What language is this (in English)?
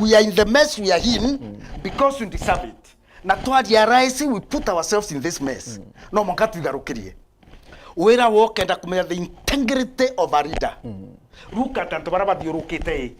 Meru